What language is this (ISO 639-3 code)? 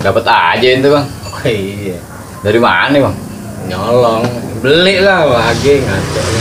bew